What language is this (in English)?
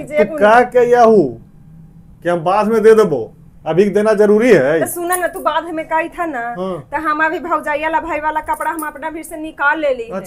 Magahi